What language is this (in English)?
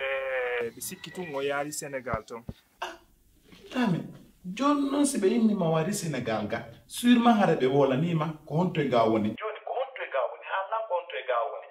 Pular